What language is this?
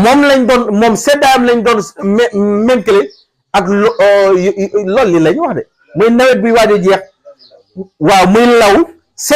Wolof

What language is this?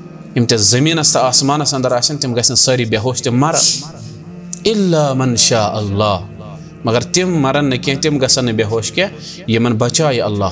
Kashmiri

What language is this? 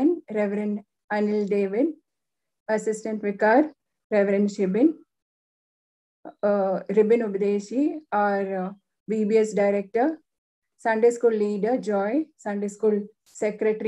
Malayalam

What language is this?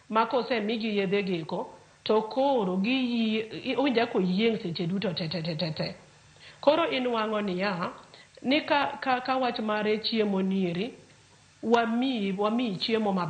Luo (Kenya and Tanzania)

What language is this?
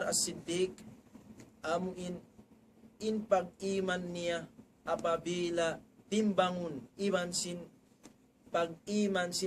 Tausug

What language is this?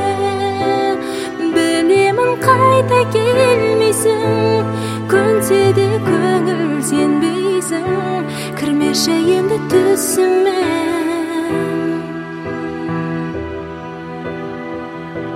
Kazakh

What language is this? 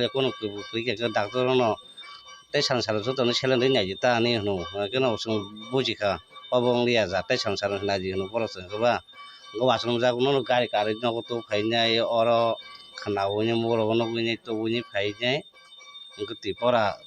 Kok Borok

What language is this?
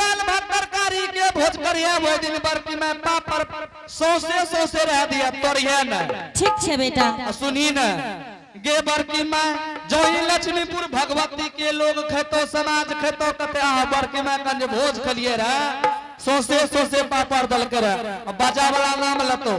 Angika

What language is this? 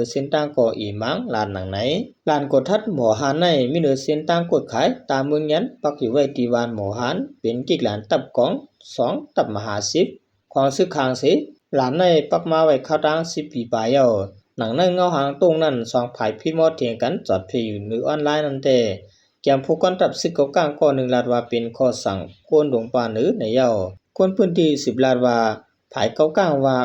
Shan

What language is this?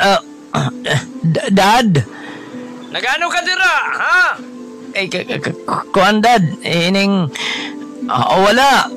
Hiligaynon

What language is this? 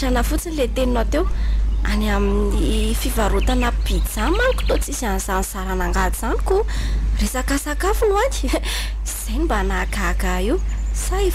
Malagasy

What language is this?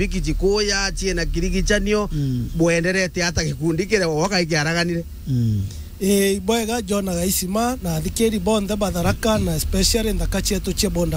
Meru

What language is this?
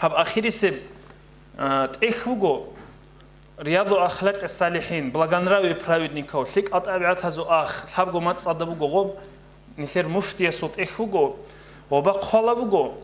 Avaric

